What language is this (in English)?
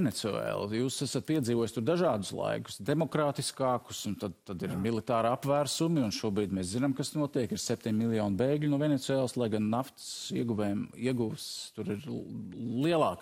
Latvian